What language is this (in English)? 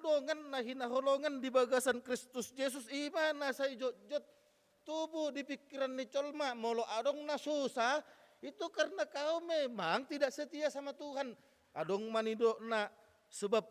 Batak Toba